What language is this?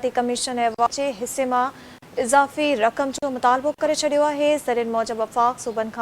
Sindhi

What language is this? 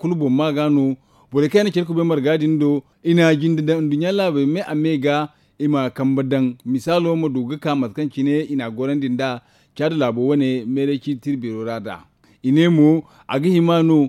Zarma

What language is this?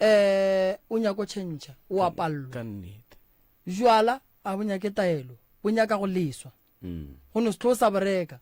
Northern Sotho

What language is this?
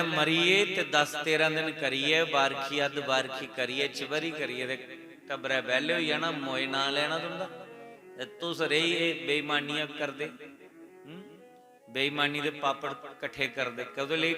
Dogri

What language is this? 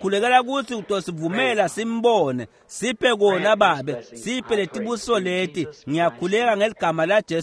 Swati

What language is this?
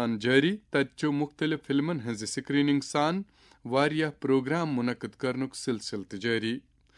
Kashmiri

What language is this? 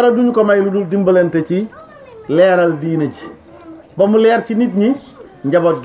Wolof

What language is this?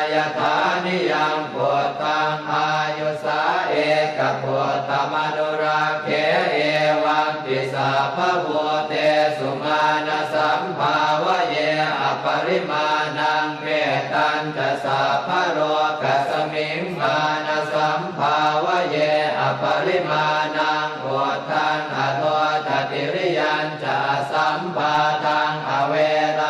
Pali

